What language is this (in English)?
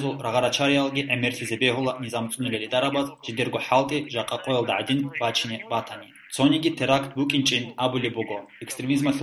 Avaric